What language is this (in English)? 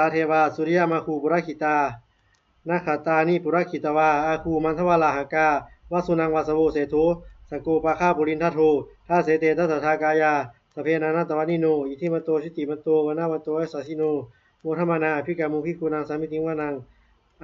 Pali